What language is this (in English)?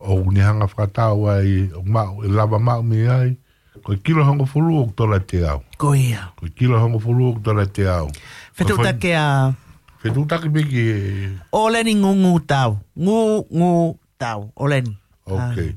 Tongan